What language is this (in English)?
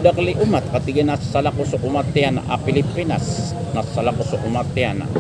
Maranao